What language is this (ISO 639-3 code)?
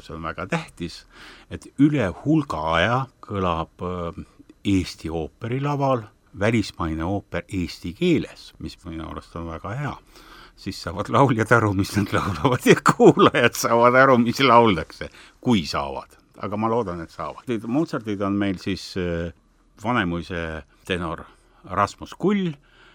est